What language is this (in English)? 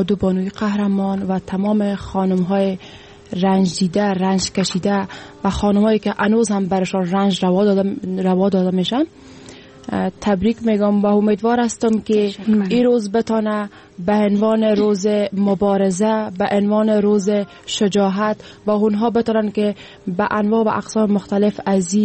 Persian